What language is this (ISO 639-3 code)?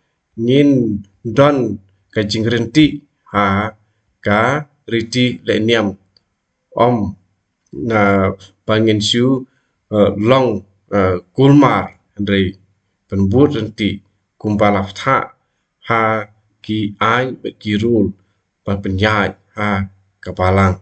kha